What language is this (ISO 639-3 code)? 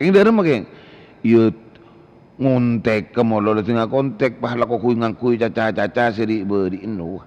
mad